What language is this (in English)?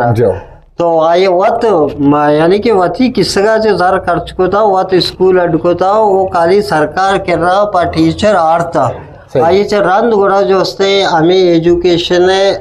Eastern Balochi